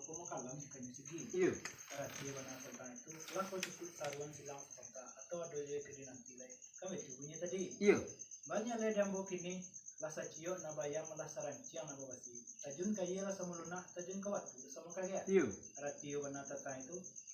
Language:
Minangkabau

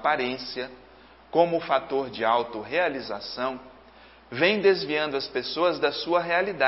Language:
Portuguese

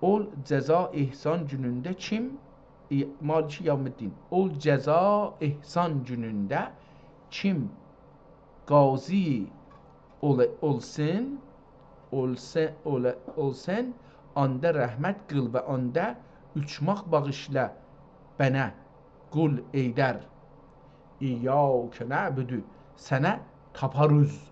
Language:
South Azerbaijani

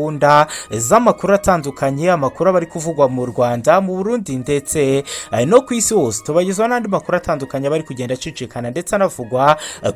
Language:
Kinyarwanda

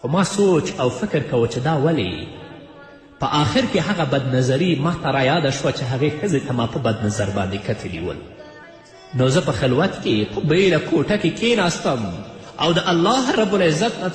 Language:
Pashto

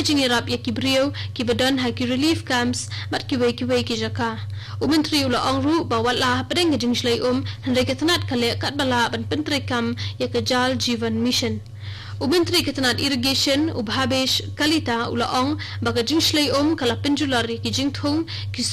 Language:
Khasi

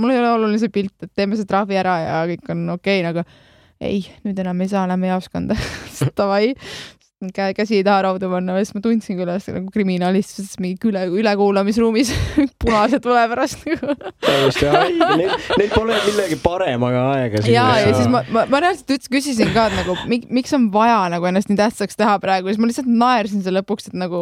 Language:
Estonian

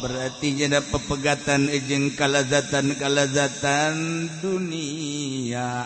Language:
Sundanese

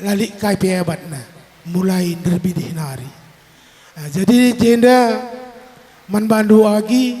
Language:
Batak Karo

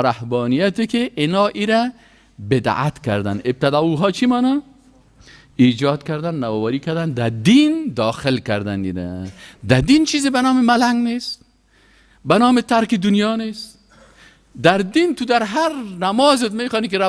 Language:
Persian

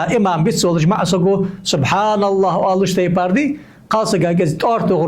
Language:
Ingush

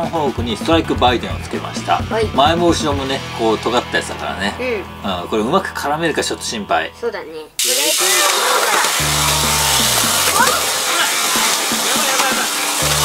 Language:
Japanese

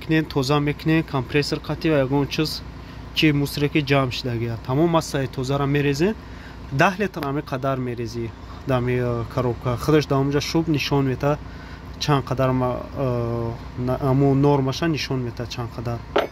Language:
Tajik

